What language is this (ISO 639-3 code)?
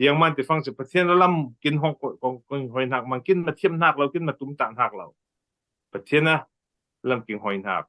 cfm